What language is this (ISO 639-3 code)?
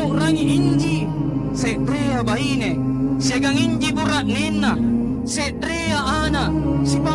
mak